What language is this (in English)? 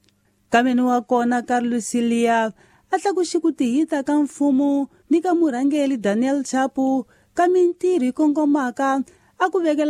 Tsonga